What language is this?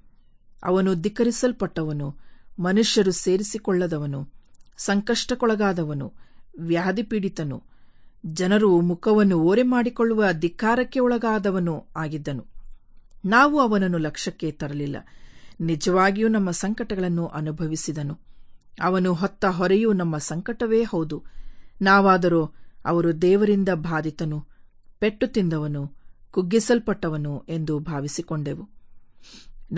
Kannada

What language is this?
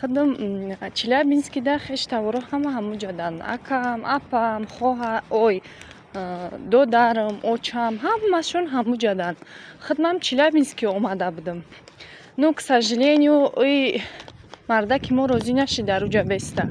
Tajik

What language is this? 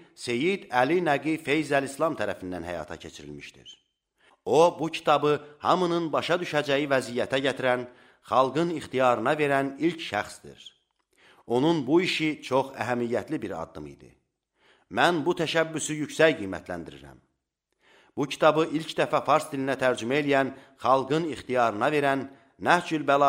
Azerbaijani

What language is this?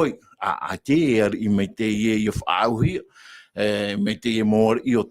Tahitian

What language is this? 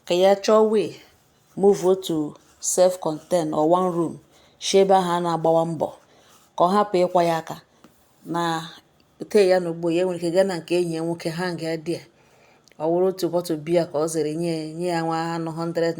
Igbo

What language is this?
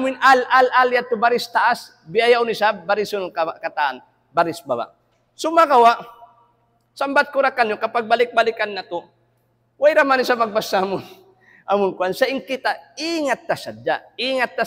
Tausug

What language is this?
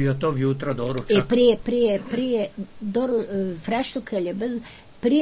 Croatian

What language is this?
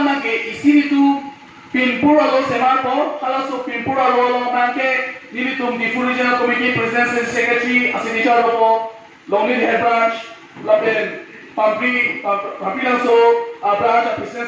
Karbi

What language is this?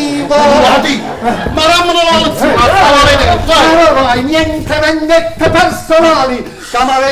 Neapolitan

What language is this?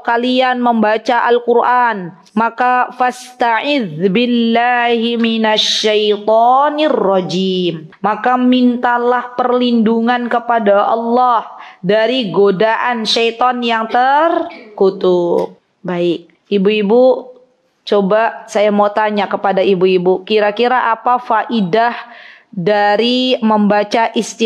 Indonesian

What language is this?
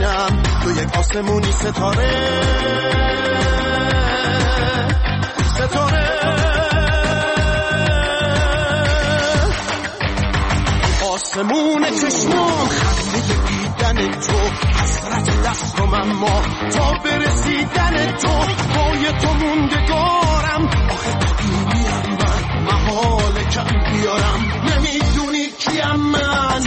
Persian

